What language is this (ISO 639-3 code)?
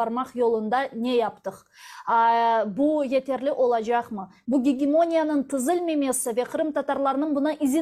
crh